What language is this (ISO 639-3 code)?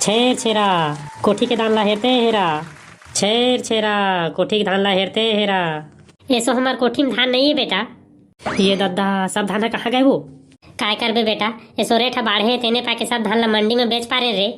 hne